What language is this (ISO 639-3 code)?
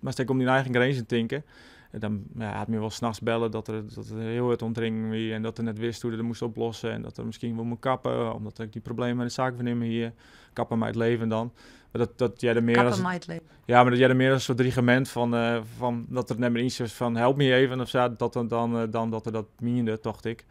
fry